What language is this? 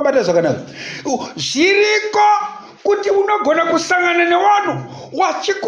Shona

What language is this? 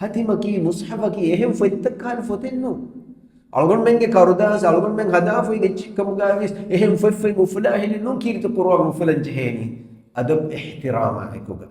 Divehi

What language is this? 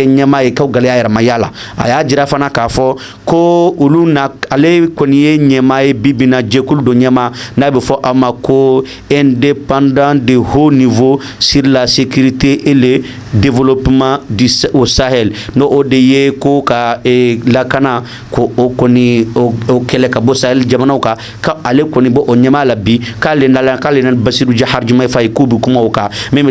Bambara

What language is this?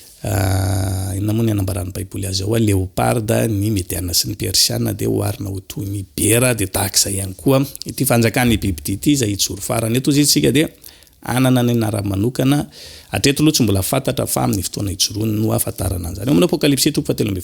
Malagasy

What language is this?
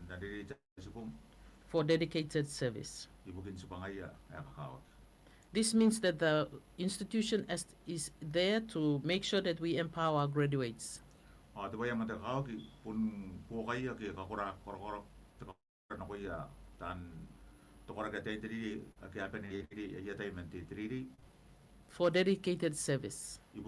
Gilbertese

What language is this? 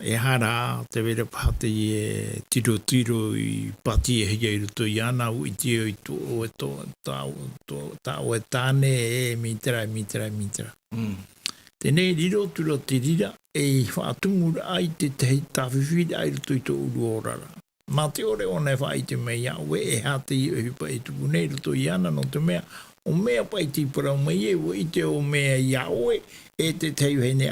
Tahitian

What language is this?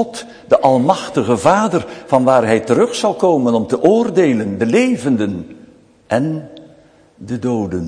Dutch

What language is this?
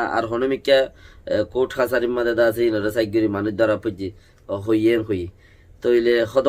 Rohingya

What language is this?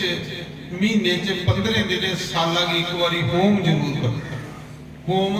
Dogri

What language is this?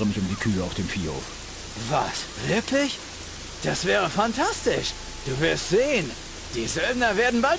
Bavarian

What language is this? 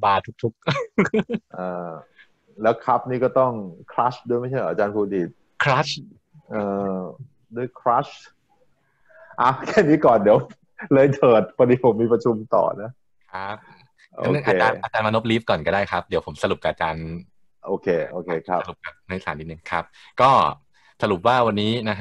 Thai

